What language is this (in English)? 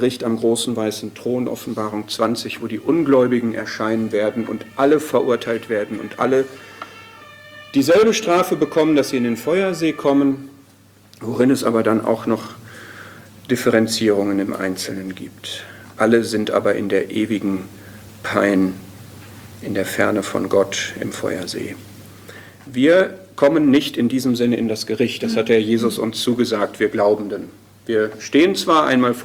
German